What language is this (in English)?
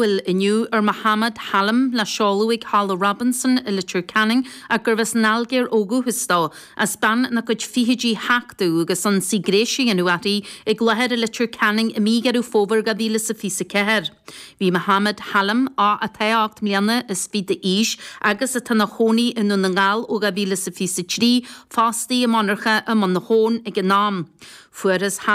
Irish